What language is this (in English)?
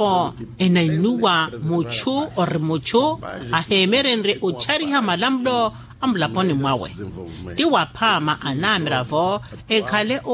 Makhuwa